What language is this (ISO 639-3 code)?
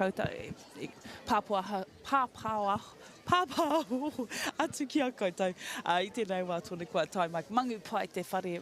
mri